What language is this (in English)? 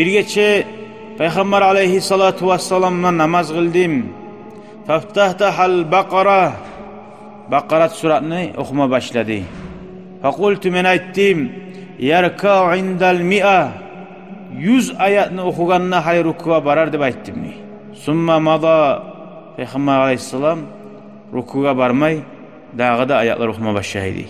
Kumyk